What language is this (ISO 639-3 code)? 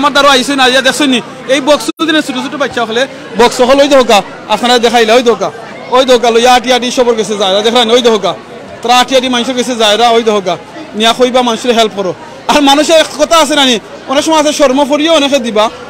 syl